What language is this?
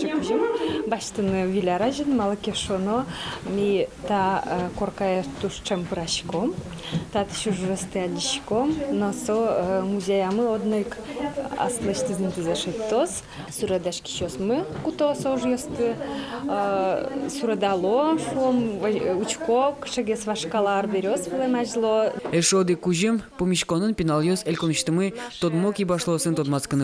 Udmurt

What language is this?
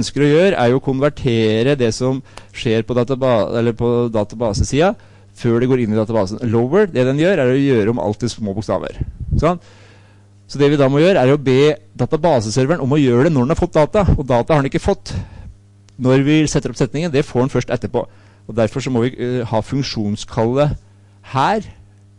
Norwegian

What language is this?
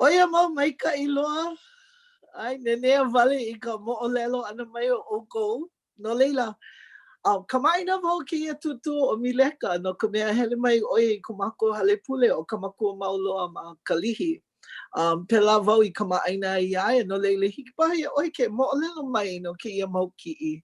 Hawaiian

